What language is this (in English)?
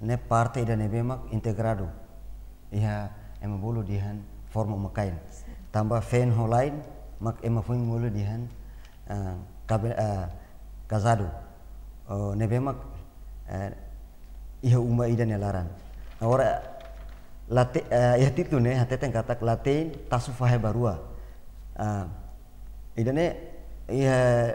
Tetum